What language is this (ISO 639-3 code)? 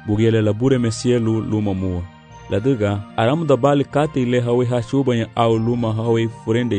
cab